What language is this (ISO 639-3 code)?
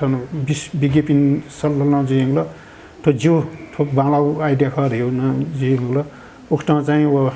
new